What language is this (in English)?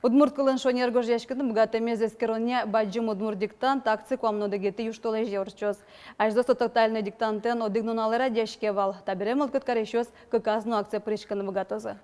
Udmurt